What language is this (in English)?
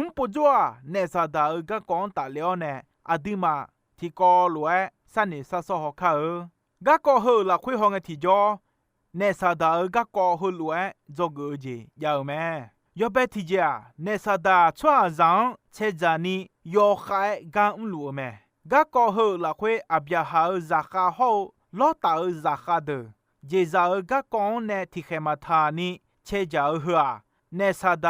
Akha